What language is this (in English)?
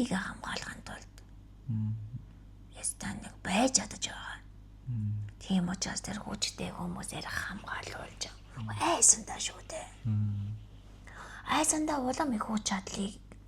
Mongolian